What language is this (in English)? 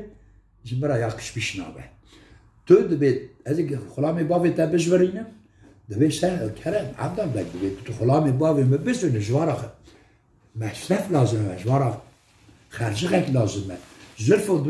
Kurdish